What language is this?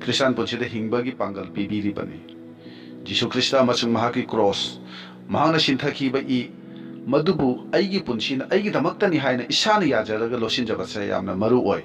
Manipuri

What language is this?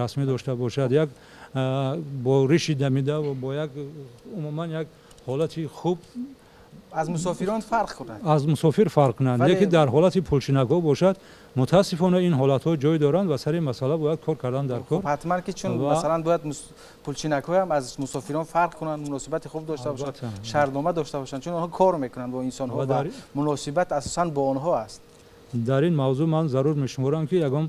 Tajik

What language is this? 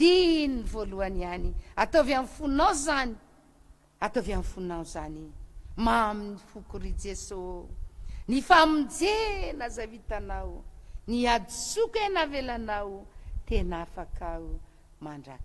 Malagasy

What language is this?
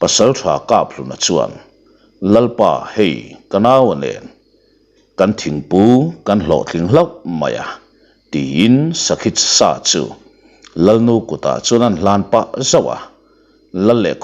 Mizo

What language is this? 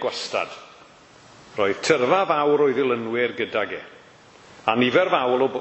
Welsh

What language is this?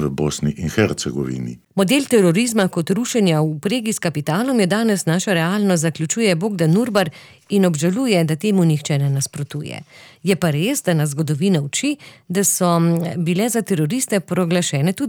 Slovenian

